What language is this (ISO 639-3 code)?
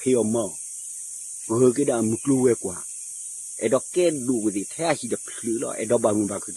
ksw